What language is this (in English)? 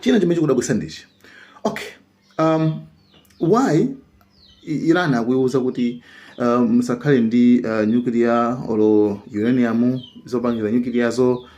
Nyanja